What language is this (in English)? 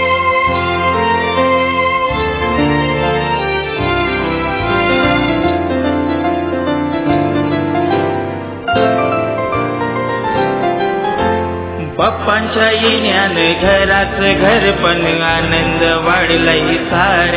Marathi